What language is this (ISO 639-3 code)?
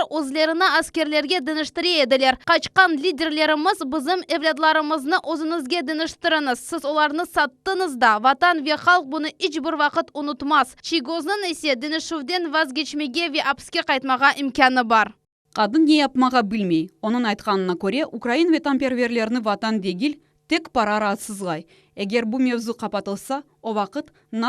crh